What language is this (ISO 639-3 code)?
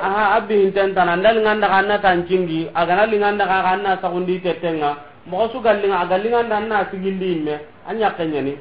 snk